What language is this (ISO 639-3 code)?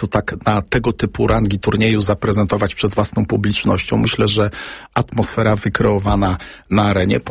pol